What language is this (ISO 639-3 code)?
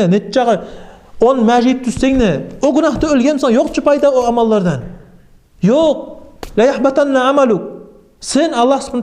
kum